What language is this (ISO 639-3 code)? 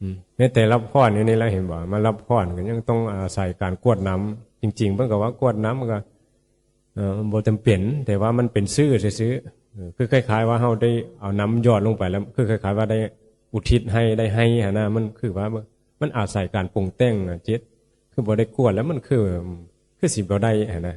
tts